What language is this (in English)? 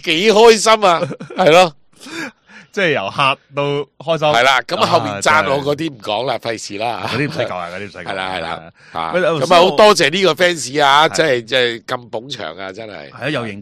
Cantonese